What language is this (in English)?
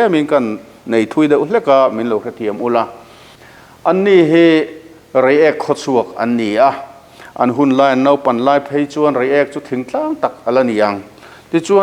Mizo